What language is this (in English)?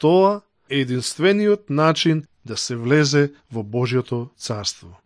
Macedonian